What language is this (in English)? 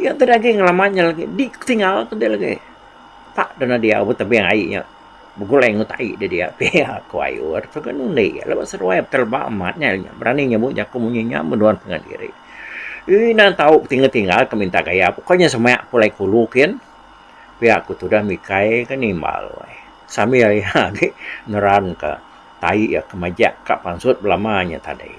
Iban